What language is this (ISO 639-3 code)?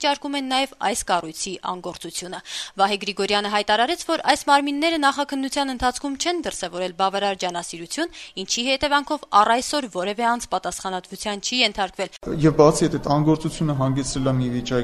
hye